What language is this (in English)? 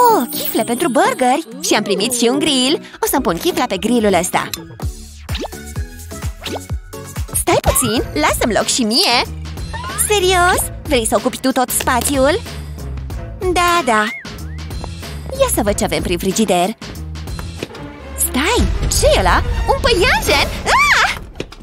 Romanian